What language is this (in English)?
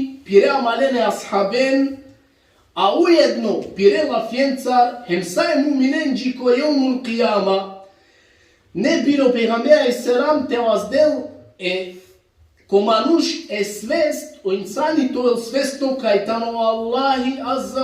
Balkan Romani